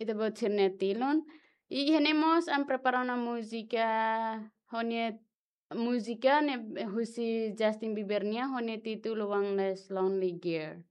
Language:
Tetum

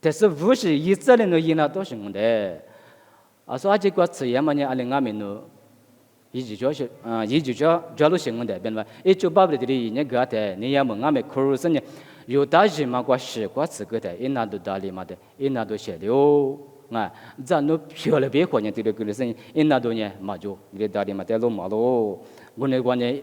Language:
Lisu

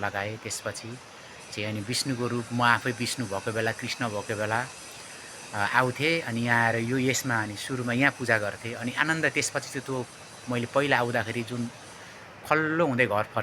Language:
Nepali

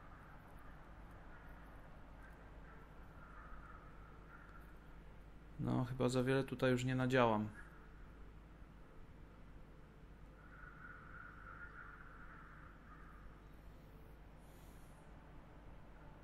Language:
Polish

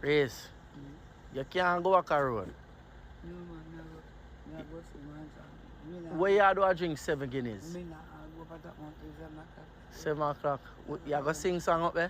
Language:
Jamaican Creole English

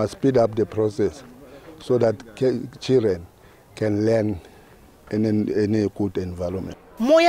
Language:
Tsonga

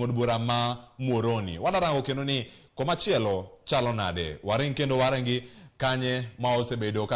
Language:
Luo (Kenya and Tanzania)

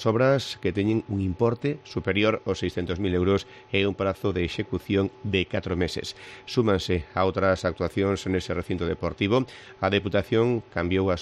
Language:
Galician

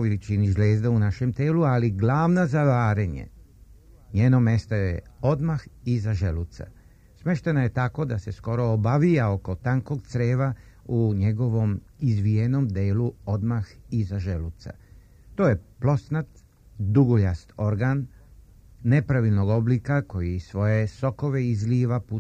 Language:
Serbian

